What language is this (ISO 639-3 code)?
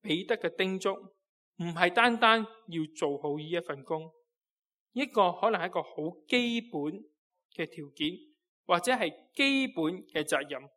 yue